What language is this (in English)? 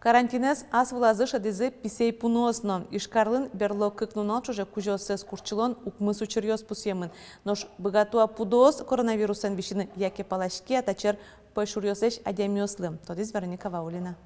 Udmurt